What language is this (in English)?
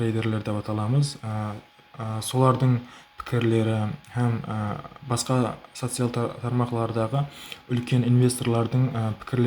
Kara-Kalpak